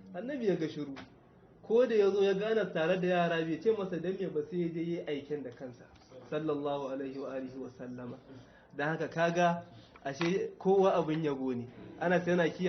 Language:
Hausa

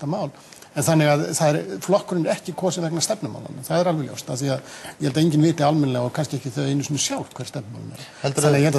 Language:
Icelandic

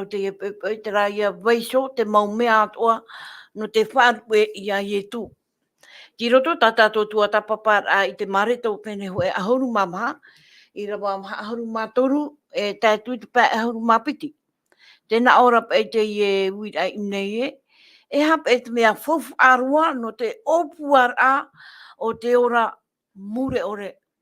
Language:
Tahitian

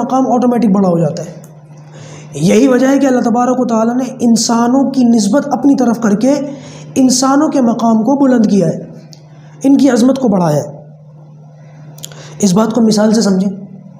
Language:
Urdu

